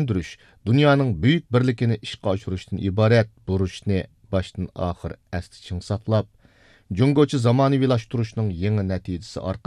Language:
Uyghur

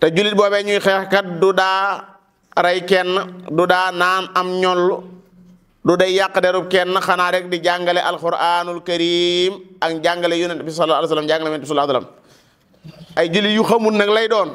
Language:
Wolof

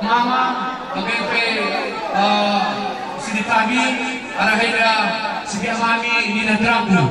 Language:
Batak Karo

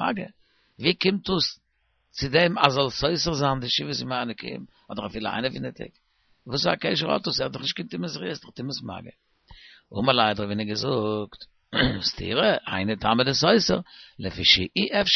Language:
Yiddish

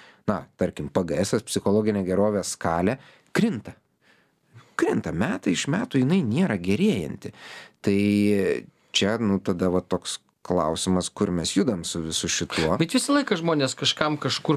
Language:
Lithuanian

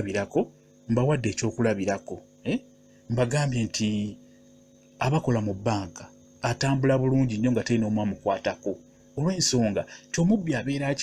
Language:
Ganda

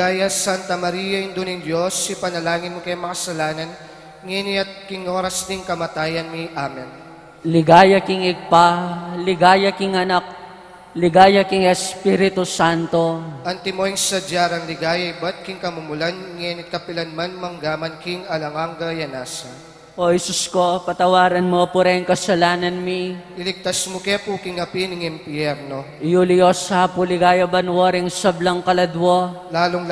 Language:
Pampanga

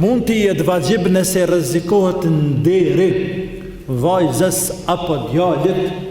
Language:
Albanian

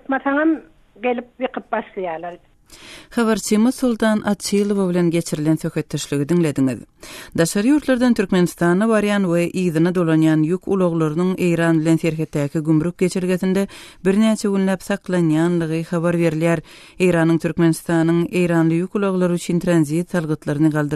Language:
Turkmen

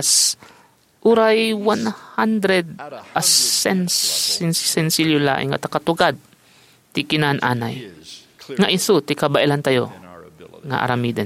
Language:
Iloko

